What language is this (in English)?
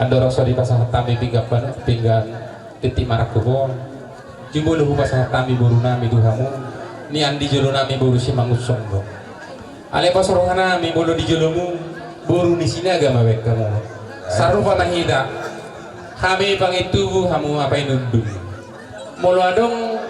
Batak Toba